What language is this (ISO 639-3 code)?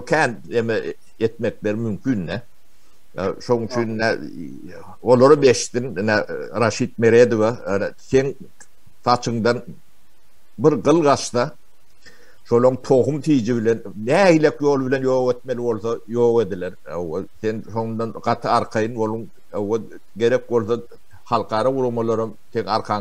tuk